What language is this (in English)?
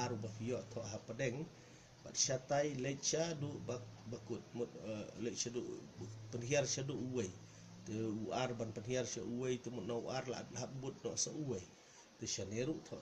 Khasi